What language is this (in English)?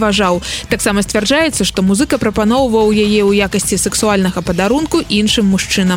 Belarusian